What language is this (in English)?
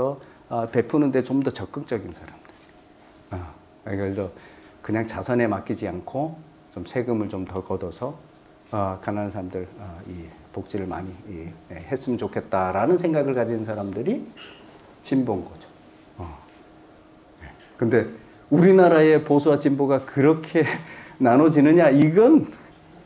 Korean